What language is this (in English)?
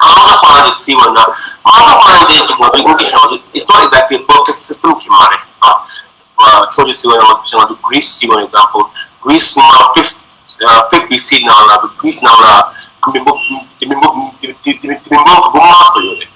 Tibetan